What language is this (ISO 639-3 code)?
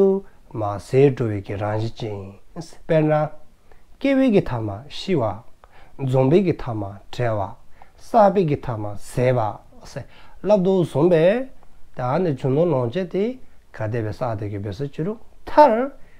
dzo